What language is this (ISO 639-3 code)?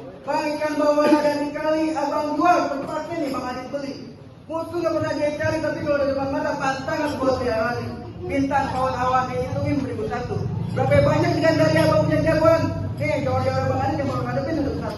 bew